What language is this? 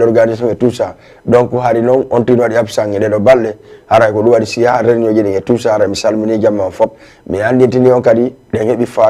Fula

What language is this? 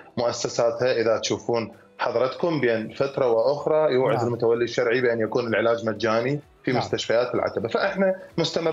Mesopotamian Arabic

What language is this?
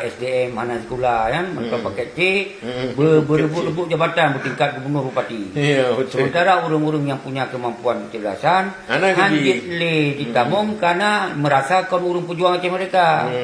Achinese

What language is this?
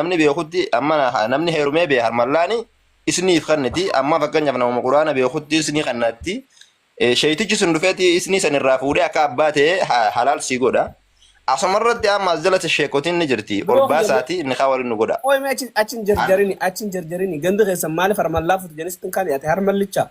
Oromo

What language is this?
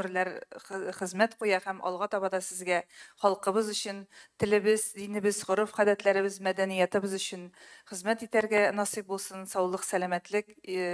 Tatar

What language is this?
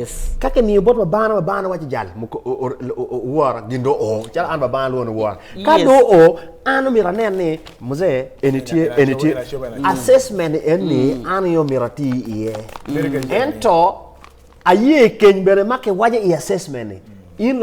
Acoli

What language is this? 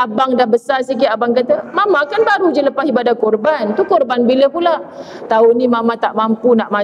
Malay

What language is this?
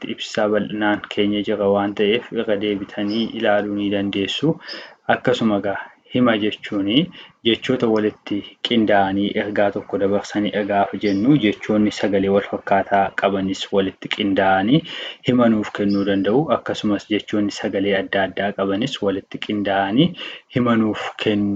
Oromo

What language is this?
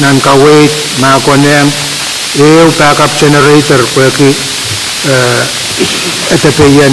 Pohnpeian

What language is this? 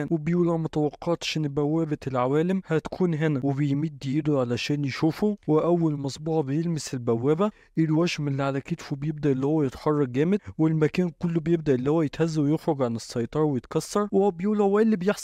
Egyptian Arabic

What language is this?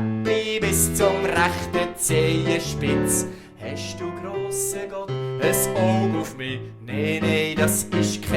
Swiss German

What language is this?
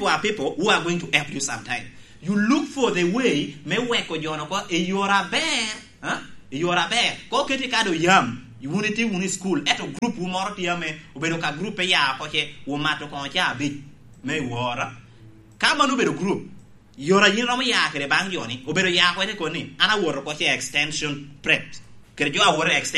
Lango (Uganda)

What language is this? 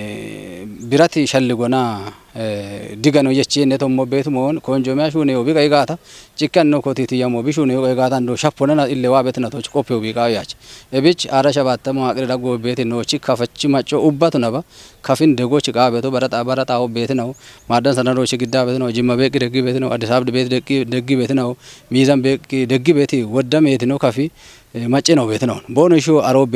Kafa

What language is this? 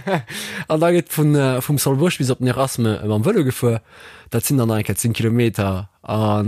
Luxembourgish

